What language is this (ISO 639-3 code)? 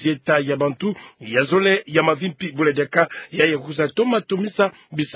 ktu